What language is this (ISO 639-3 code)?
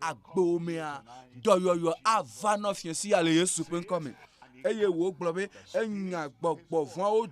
ewe